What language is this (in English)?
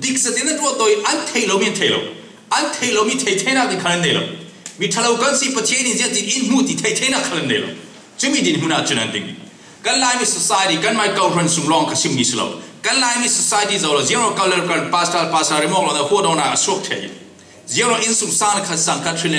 Falam Chin